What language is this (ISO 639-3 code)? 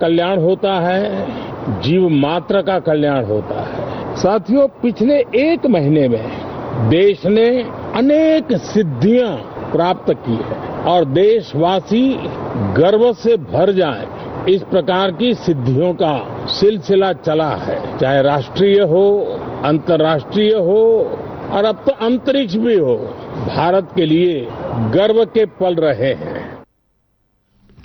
hin